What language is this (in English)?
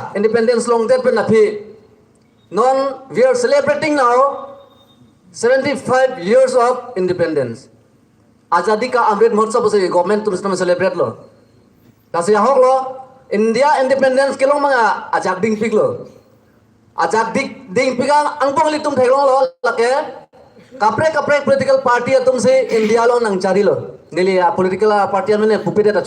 Karbi